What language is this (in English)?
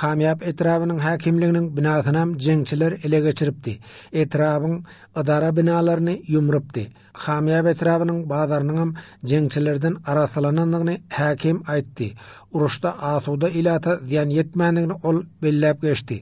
Turkmen